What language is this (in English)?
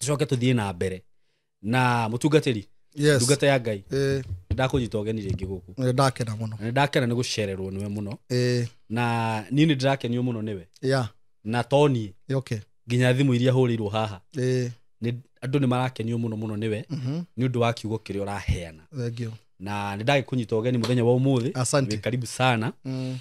Kikuyu